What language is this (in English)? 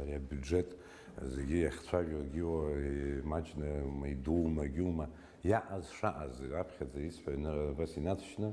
Abkhazian